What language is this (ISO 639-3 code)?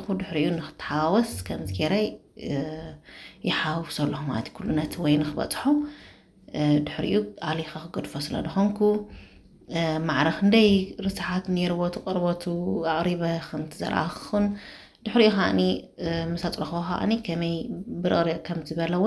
tir